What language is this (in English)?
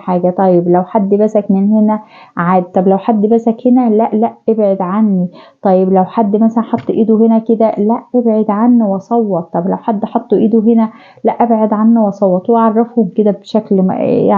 Egyptian Arabic